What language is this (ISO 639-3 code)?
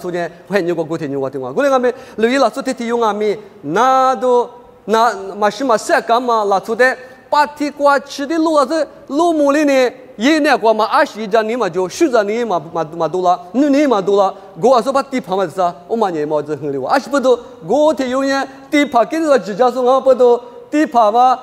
lis